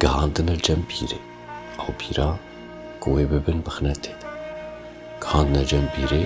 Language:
Kurdish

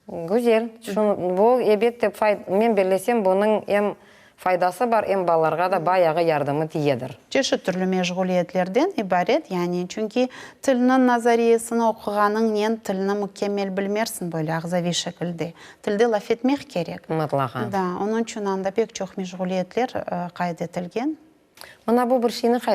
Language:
Crimean Tatar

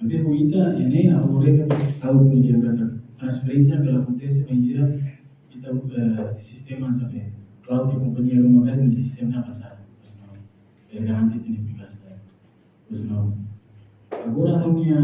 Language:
Tetum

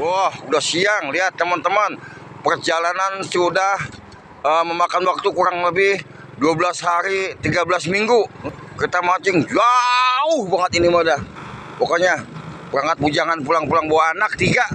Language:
Betawi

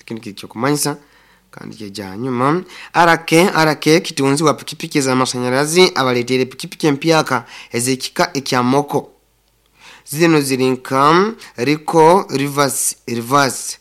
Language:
Nyoro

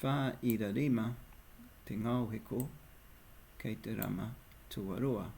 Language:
Māori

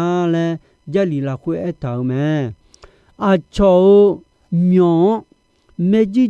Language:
Akha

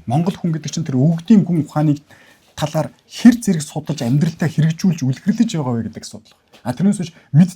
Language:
Mongolian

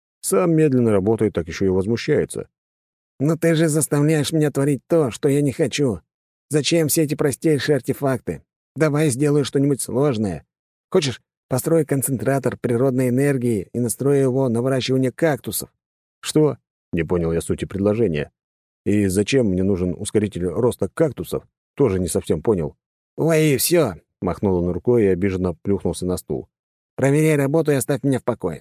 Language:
Russian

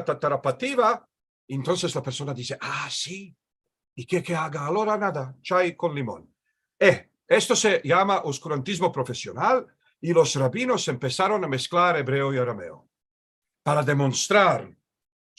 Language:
Ladino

